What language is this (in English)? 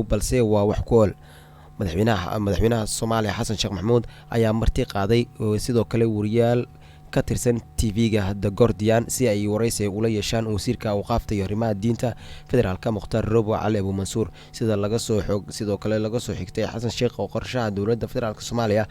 Somali